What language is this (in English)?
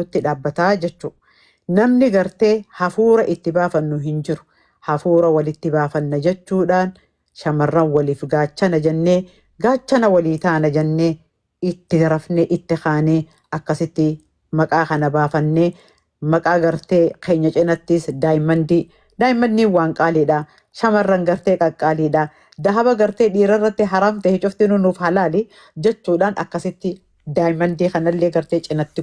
Oromo